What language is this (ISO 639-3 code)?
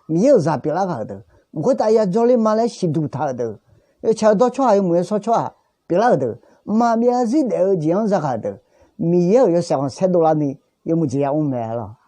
ahk